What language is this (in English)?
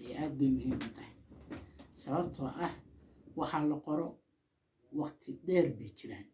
Somali